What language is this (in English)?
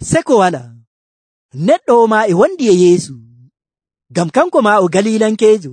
Nigerian Fulfulde